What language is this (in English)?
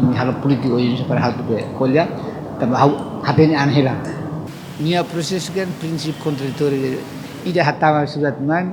Tetum